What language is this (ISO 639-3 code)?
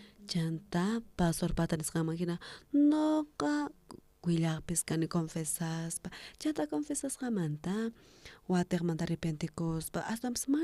quh